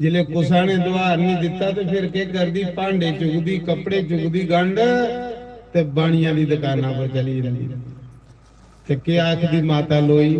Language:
Dogri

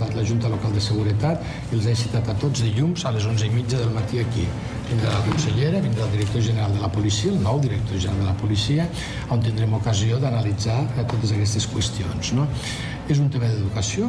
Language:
Catalan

